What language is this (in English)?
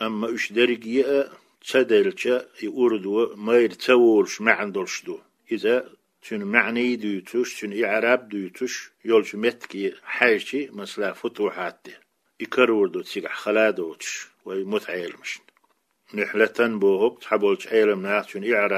Chechen